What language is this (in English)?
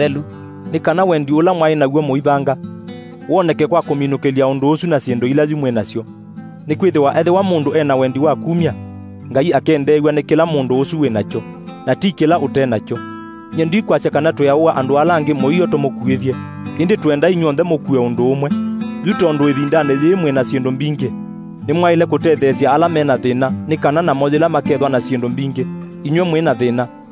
Kamba